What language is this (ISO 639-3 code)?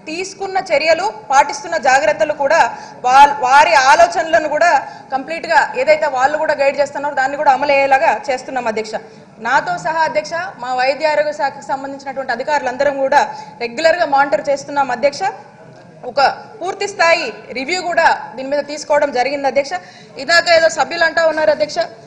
tel